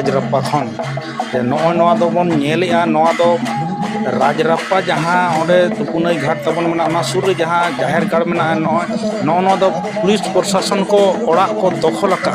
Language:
Santali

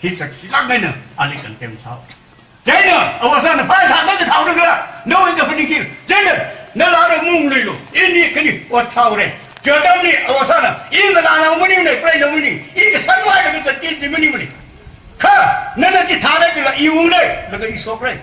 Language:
Tangkhul Naga (India)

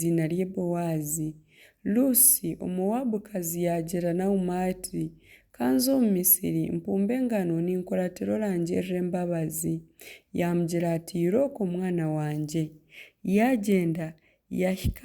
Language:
Nyankole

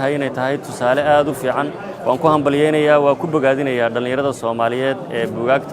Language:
Somali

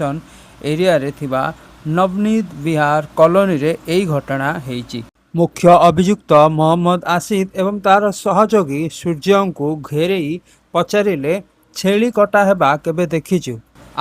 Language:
Odia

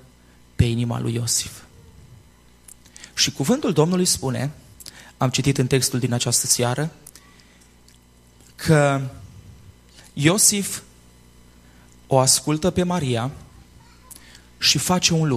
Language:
Romanian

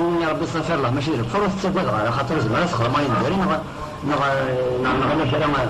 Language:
Kabyle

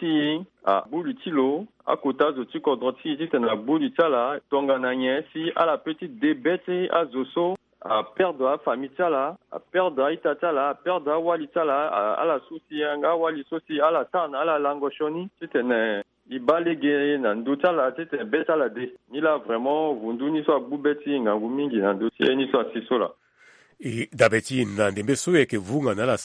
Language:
Sango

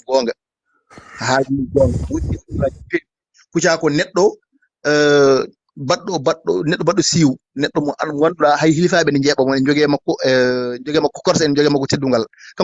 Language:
Fula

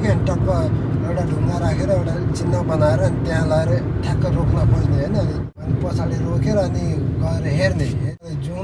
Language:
Nepali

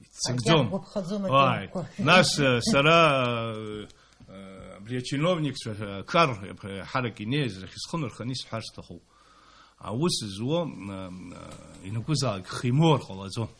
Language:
Abkhazian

